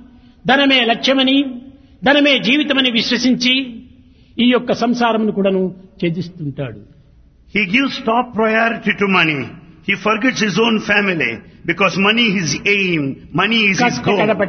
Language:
Telugu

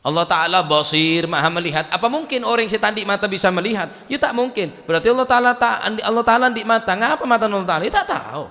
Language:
Madurese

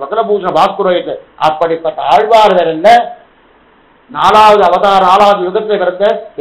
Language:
Tamil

